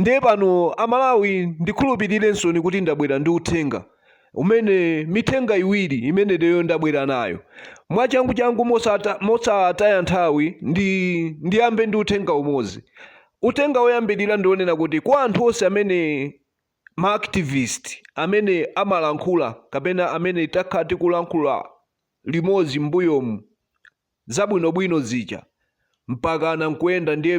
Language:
Nyanja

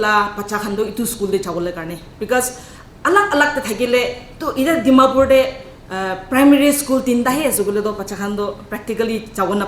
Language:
Naga Pidgin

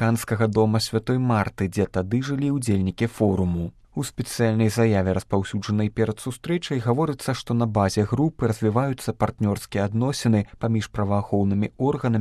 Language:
Belarusian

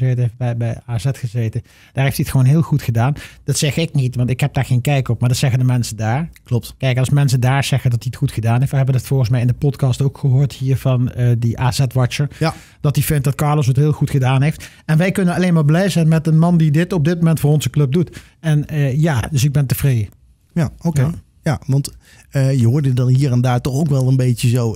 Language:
Dutch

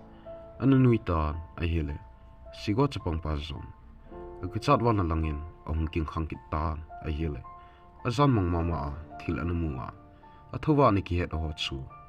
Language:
Thado Chin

